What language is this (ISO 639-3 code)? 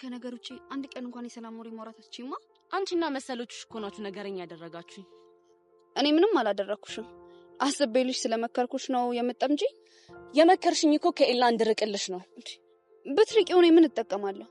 amh